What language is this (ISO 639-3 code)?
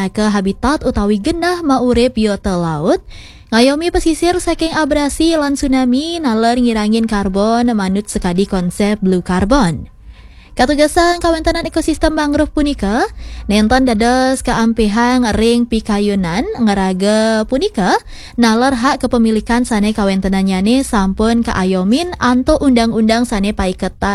ban